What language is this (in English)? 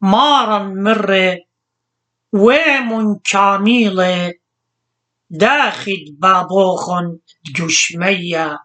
Assyrian Neo-Aramaic